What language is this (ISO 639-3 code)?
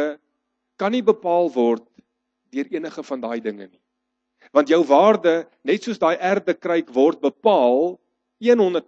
afr